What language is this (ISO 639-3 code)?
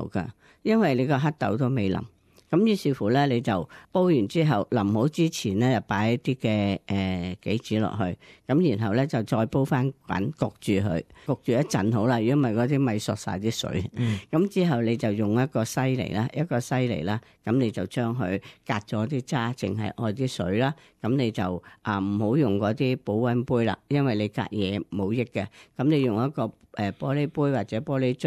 yue